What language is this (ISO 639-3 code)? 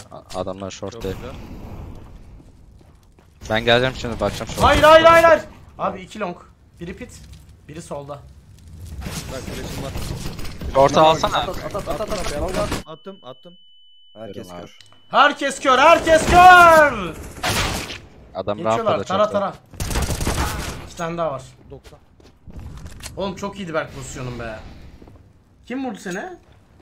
tur